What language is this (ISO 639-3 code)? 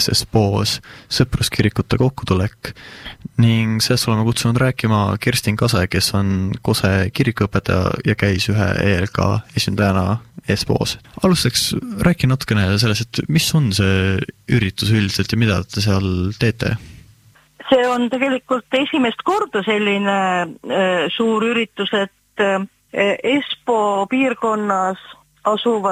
est